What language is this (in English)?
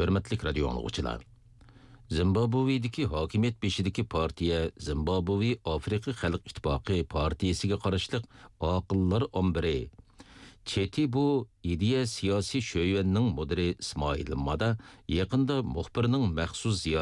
Uyghur